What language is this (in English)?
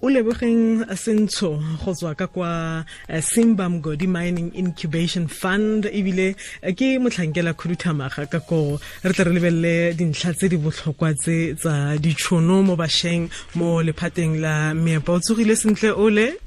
Tswana